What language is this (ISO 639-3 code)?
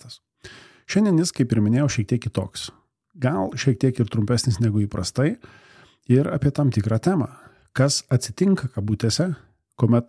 lit